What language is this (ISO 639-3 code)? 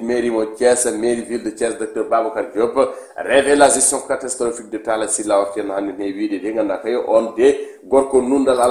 ful